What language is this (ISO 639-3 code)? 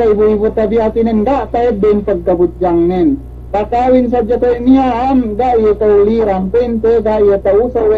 yka